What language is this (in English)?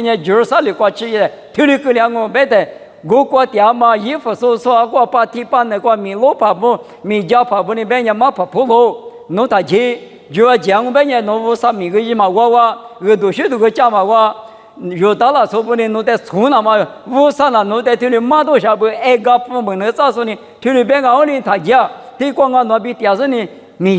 Lisu